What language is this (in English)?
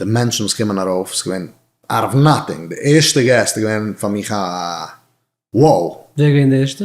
Yiddish